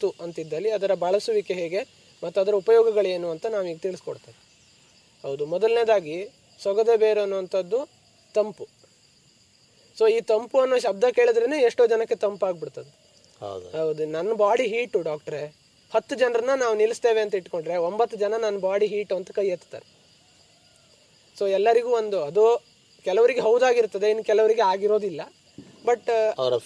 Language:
Kannada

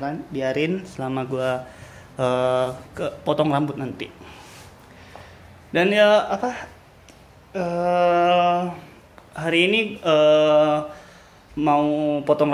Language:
Indonesian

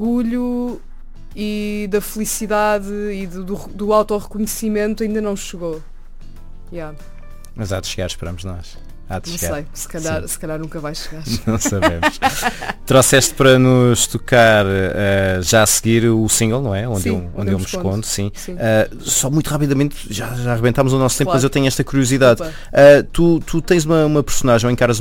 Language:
Portuguese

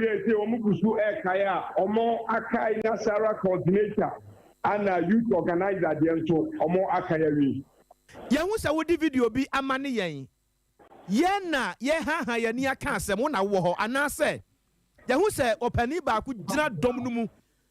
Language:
Akan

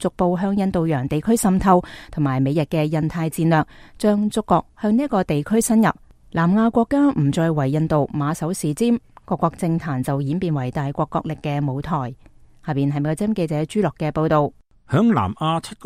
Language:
Cantonese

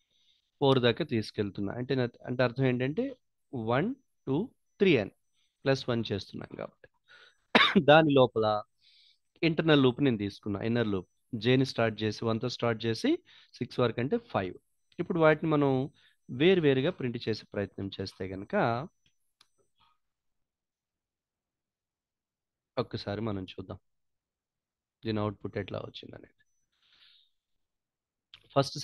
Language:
Telugu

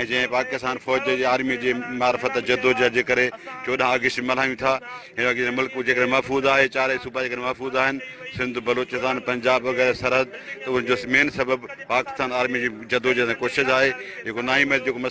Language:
Sindhi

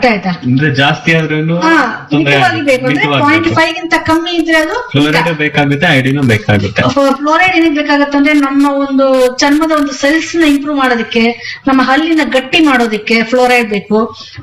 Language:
Kannada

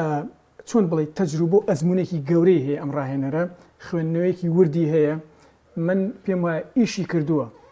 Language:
Central Kurdish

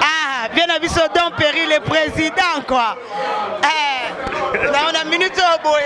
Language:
Lingala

